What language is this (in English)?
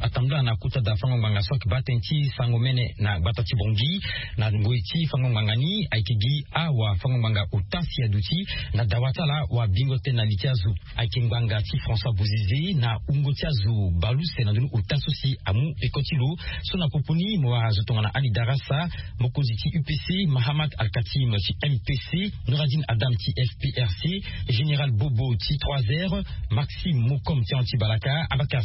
Sango